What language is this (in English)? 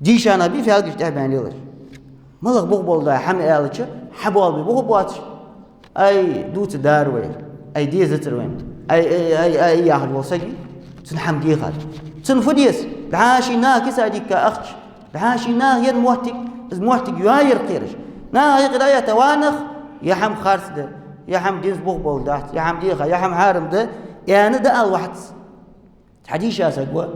Ingush